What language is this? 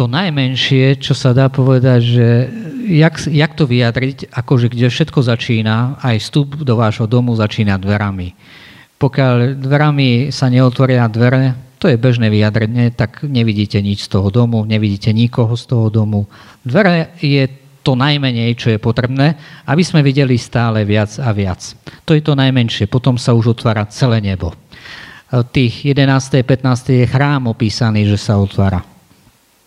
Slovak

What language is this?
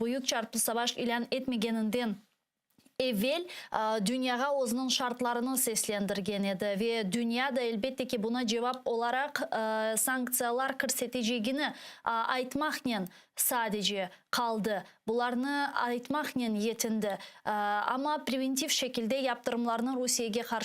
Crimean Tatar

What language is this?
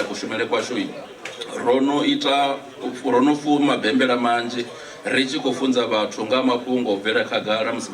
Venda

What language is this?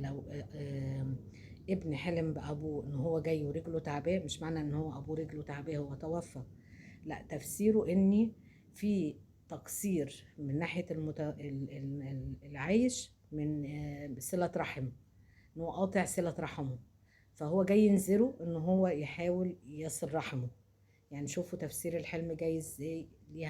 Egyptian Arabic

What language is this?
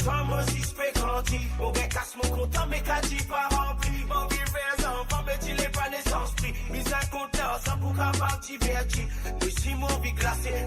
Morisyen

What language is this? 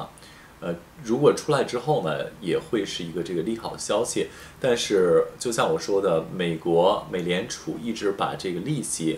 Chinese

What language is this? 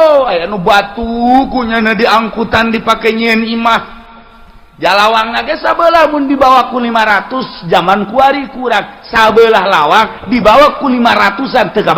Sundanese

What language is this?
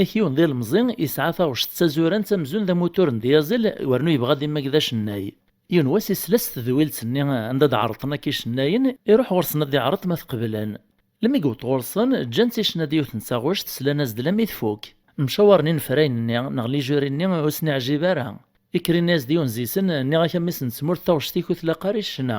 Kabyle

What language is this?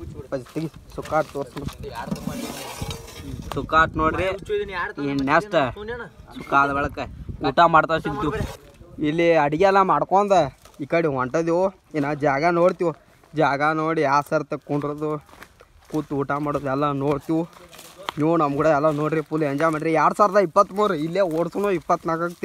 Kannada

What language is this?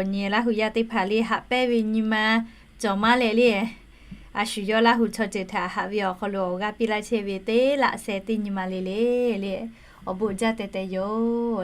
Lahu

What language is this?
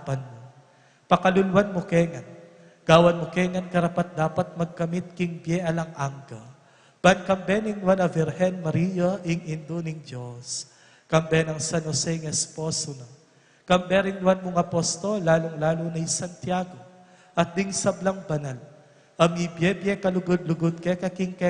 Pampanga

